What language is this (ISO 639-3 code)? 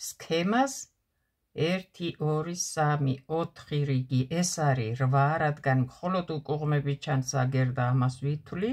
kat